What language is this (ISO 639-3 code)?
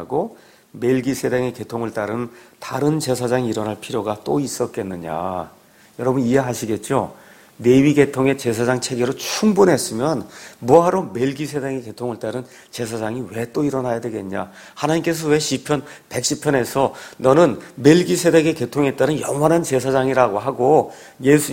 kor